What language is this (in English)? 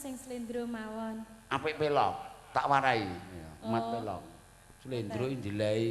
Javanese